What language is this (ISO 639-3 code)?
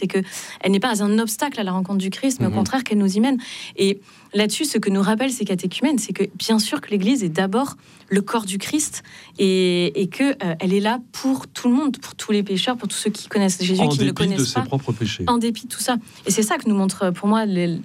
fra